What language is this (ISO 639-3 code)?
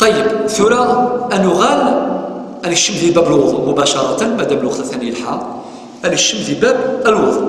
kab